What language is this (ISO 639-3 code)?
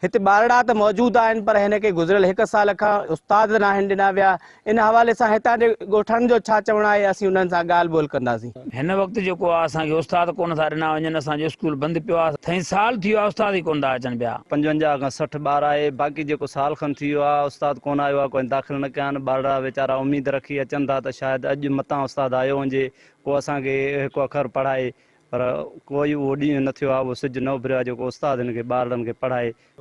snd